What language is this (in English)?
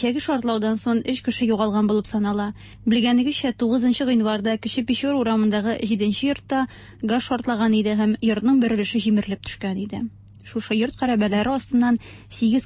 Tatar